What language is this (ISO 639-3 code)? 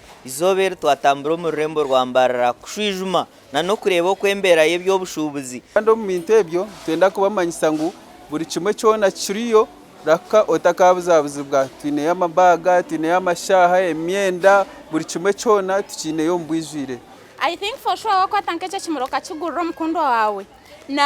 nyn